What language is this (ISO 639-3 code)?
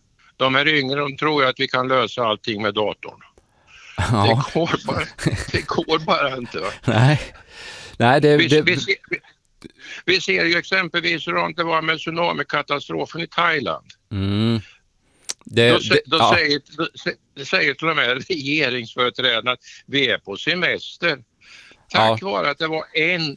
swe